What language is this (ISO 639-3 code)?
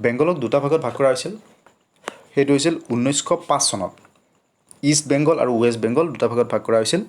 asm